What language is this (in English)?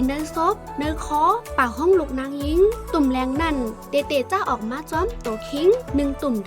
Shan